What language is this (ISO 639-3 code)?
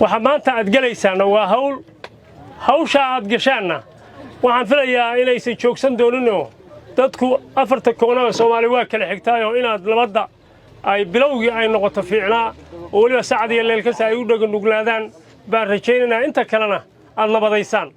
som